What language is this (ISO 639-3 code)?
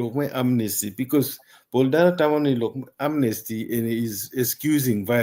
ach